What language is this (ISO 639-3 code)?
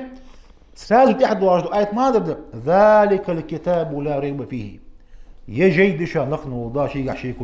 inh